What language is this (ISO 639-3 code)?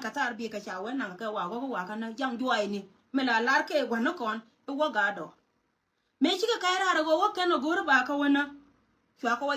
nus